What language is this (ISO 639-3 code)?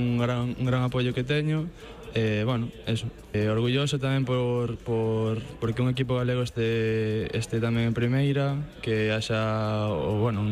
glg